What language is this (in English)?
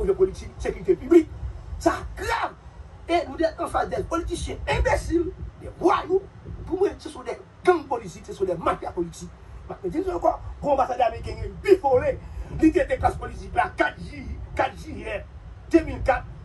Haitian Creole